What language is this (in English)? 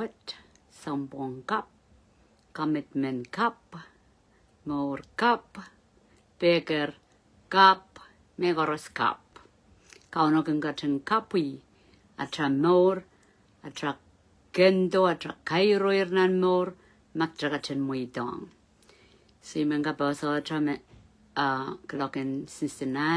Pohnpeian